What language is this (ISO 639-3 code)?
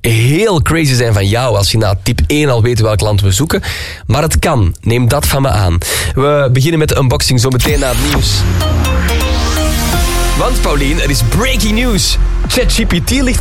nld